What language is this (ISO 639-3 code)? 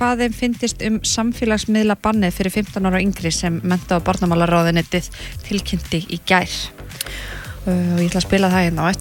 isl